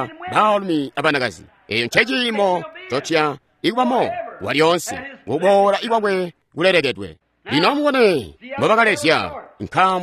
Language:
Tonga (Zambia)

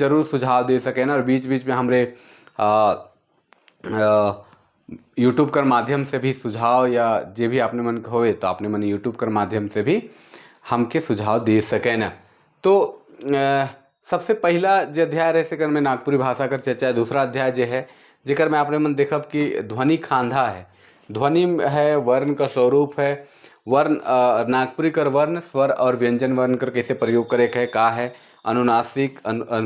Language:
Sadri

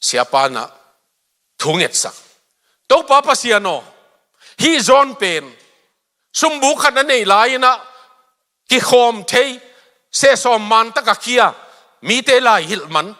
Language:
Tedim Chin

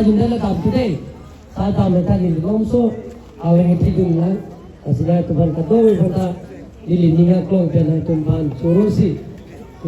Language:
Karbi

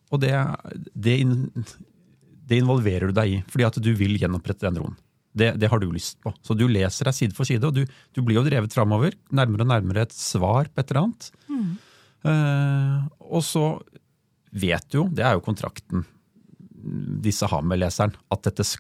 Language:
Norwegian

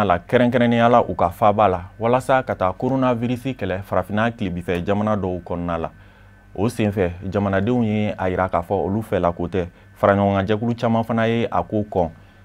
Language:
Bambara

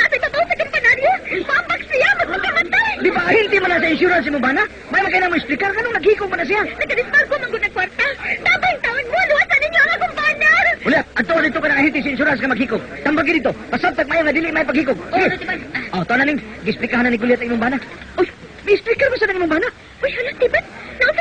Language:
Cebuano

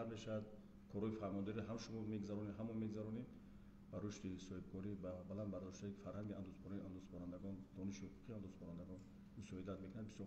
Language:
Tajik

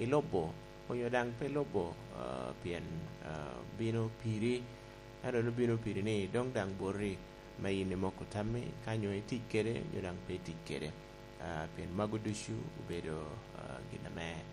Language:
Lango (Uganda)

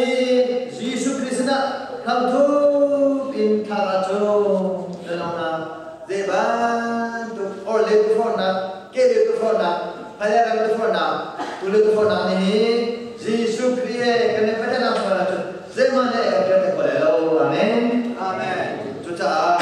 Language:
Hakha Chin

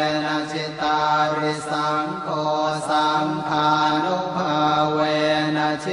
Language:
Pali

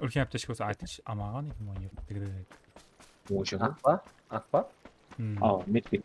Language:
Kara-Kalpak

